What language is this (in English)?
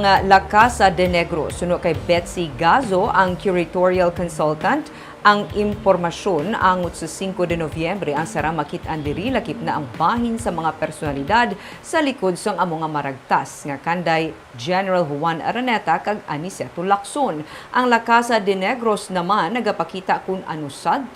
Hiligaynon